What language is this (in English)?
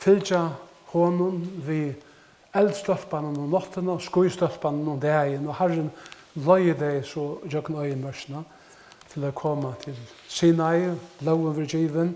Faroese